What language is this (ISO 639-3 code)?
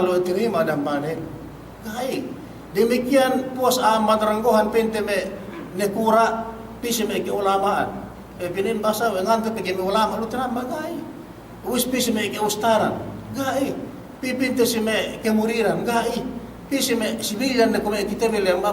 yka